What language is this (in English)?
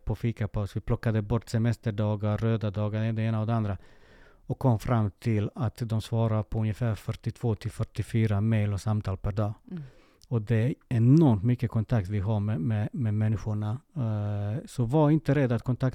Swedish